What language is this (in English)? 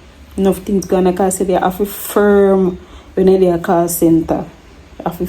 Jamaican Creole English